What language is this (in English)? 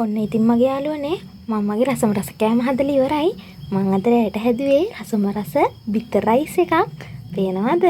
Sinhala